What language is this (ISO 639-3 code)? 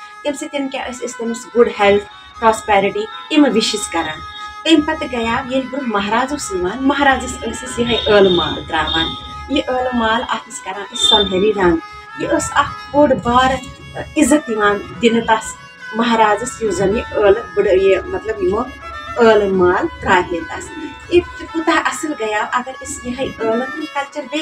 kas